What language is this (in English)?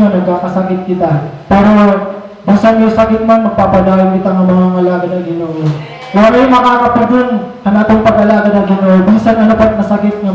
Waray